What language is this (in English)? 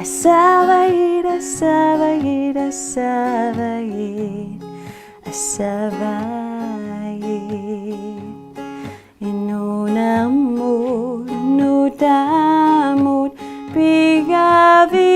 Kalaallisut